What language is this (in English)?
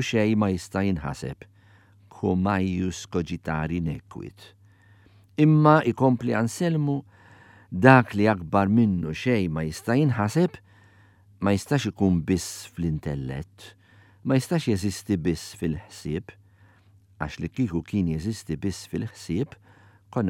Maltese